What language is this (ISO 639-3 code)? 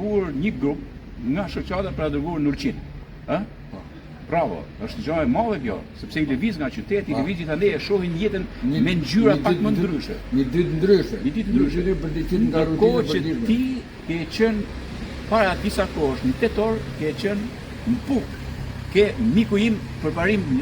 sqi